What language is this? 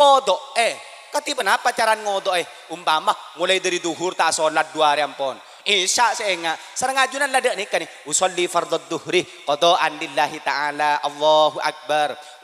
Madurese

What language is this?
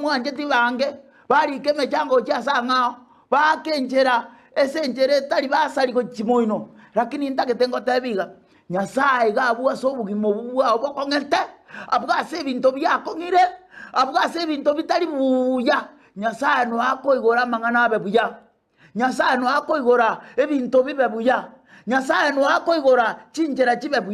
Gusii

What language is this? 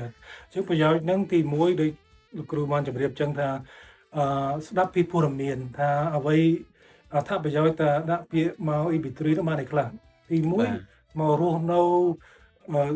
Khmer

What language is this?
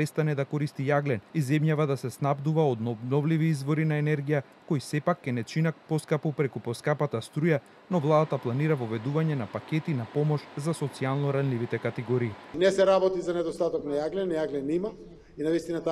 Macedonian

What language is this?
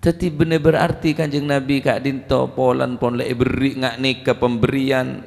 Madurese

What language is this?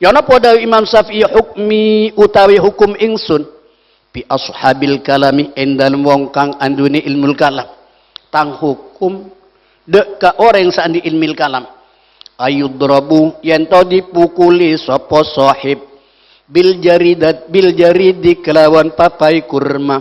Madurese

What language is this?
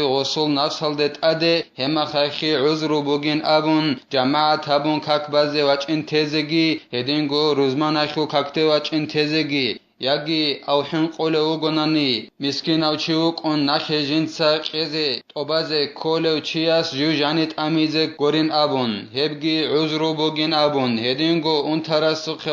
Avaric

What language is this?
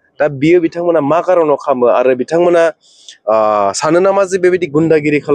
Bodo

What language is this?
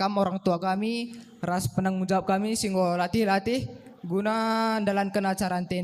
Batak Karo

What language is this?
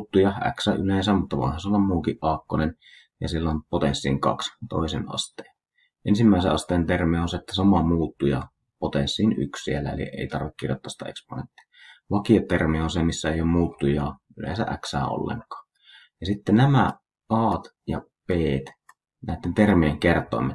Finnish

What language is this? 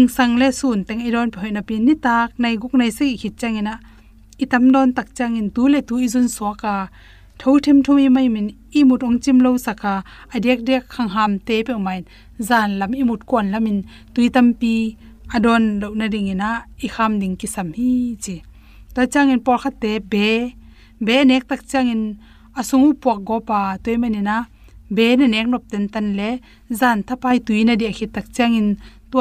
Tedim Chin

